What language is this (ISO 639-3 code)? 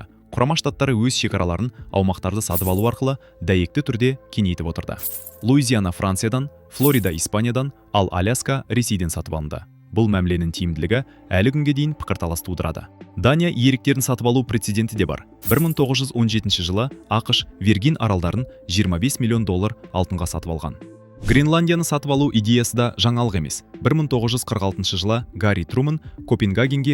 kaz